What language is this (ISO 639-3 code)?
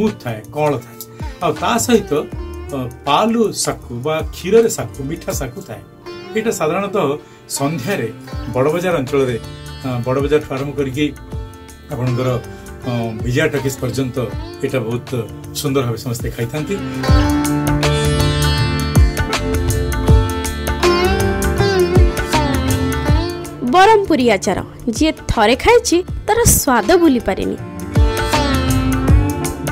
ori